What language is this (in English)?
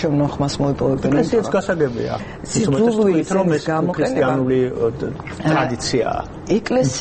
Georgian